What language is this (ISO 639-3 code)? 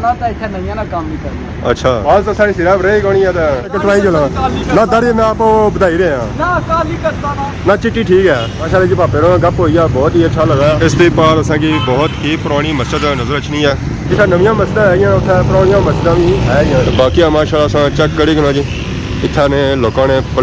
phr